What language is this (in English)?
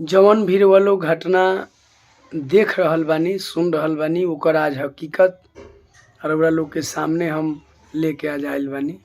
Bhojpuri